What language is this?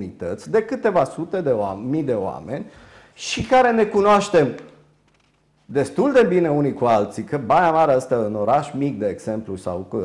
Romanian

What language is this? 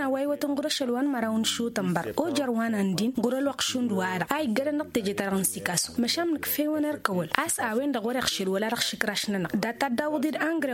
Tamasheq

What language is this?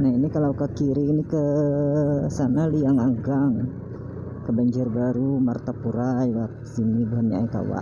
Banjar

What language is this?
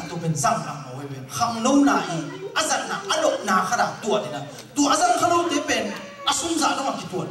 Tedim Chin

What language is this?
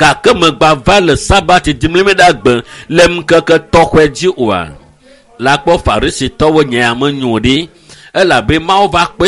Ewe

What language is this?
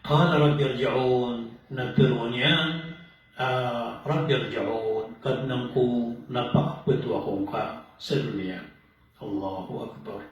Maranao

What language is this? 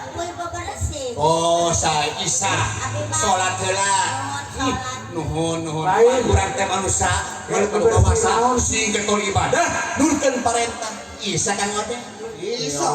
Sundanese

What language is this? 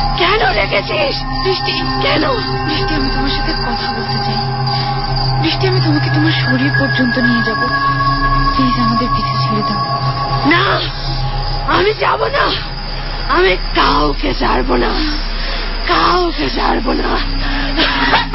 Bangla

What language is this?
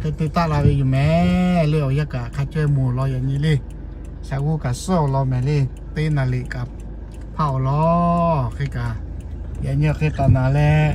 Lahu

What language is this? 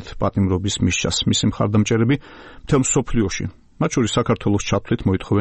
Georgian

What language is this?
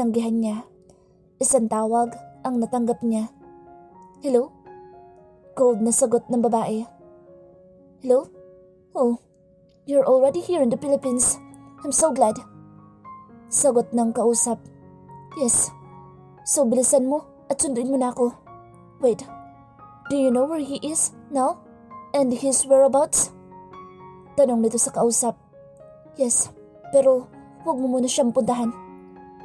Filipino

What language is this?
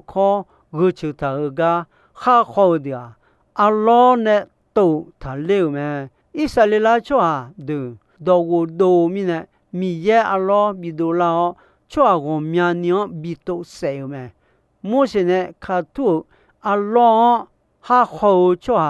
Akha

